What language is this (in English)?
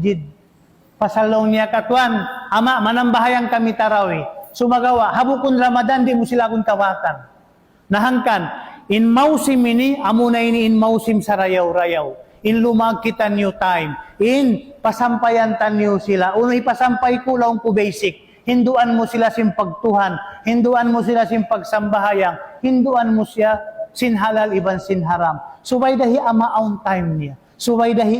Tausug